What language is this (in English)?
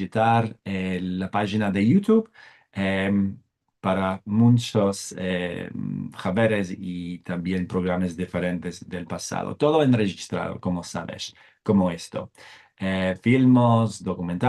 Ladino